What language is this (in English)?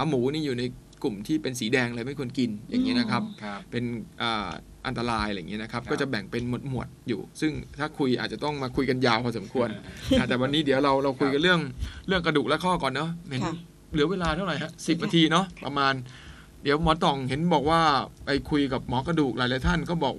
Thai